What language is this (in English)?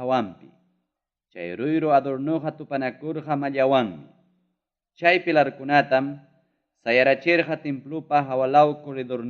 Ayacucho Quechua